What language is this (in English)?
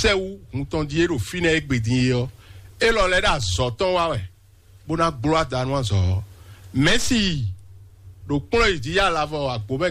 Fon